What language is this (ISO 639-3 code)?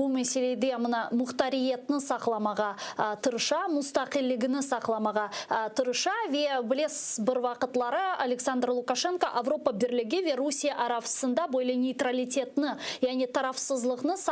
crh